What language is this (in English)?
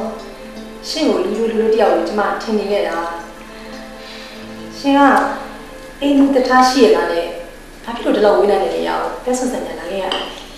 Burmese